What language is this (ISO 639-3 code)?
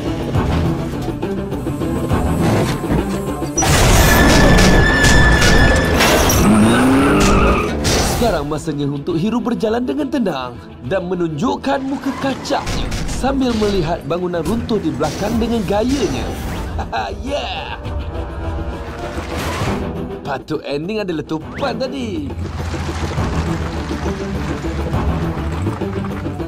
msa